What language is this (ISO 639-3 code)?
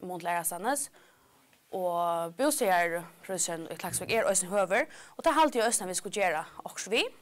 fao